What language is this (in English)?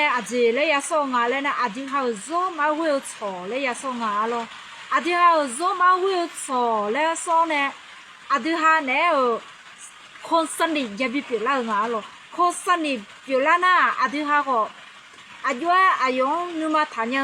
Akha